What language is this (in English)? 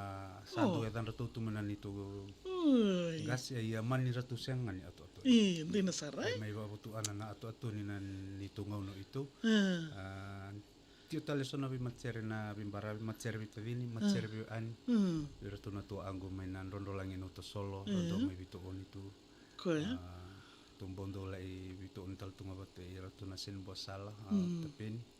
Fijian